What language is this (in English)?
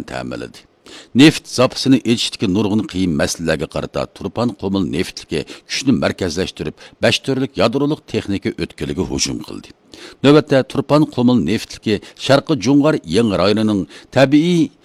Uyghur